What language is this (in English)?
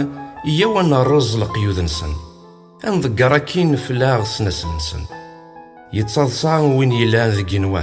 Kabyle